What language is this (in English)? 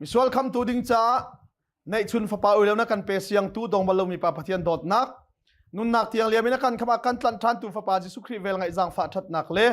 Hakha Chin